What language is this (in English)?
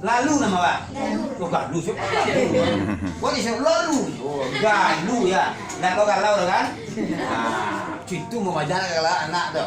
Minangkabau